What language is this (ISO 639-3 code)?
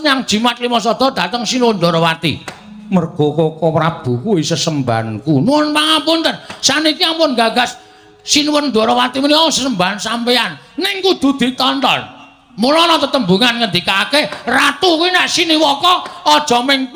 jav